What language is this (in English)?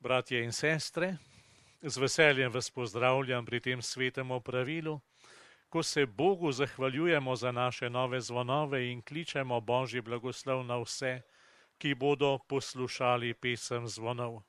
Slovenian